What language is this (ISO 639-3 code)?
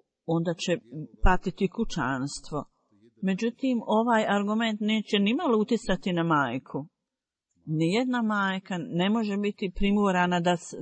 bos